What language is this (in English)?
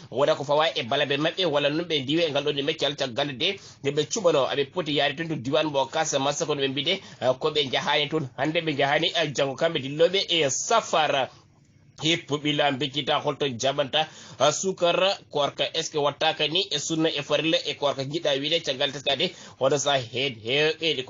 Fula